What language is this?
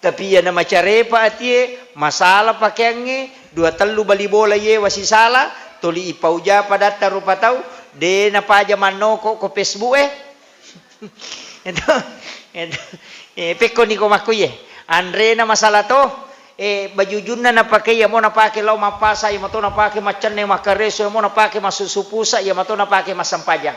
Buginese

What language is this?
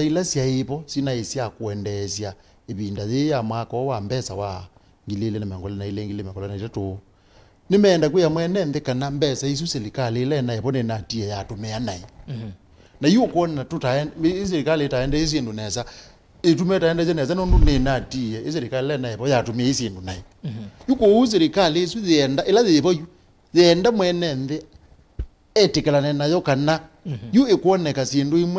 Kamba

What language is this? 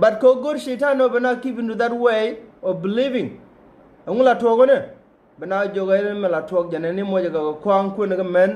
Nuer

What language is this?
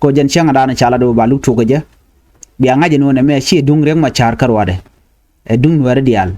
Nuer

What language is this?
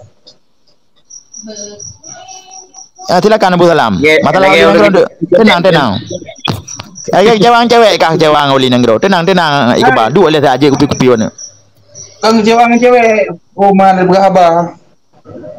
Achinese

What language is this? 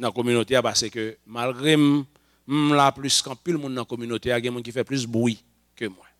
Haitian Creole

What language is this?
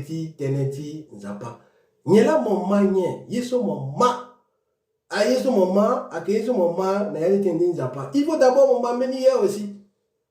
Sango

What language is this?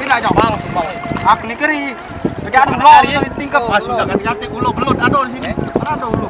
Musi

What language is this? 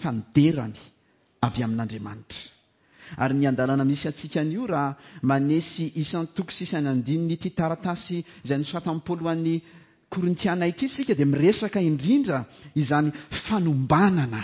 Malagasy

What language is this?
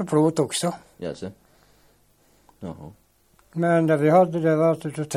Swedish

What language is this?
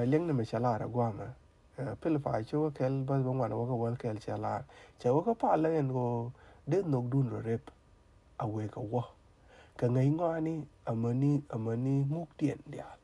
Nuer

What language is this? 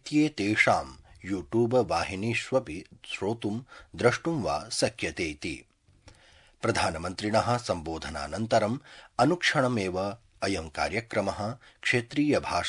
Sanskrit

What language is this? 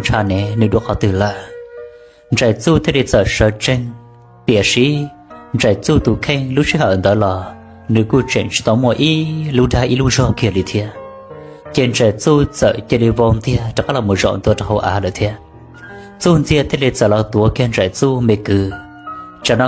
Hmong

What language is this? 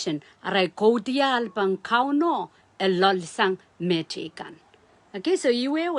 Pohnpeian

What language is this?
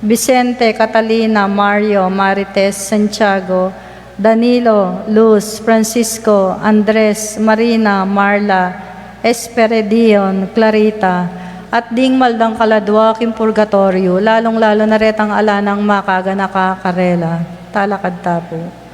Pampanga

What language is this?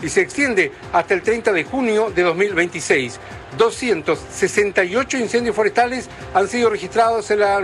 Spanish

